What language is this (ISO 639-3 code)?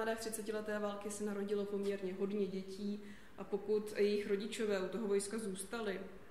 ces